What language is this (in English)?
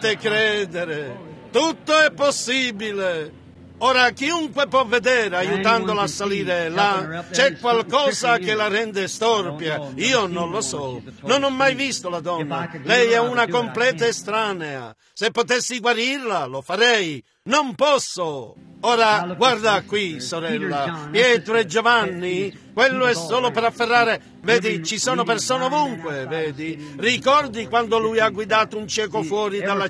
Italian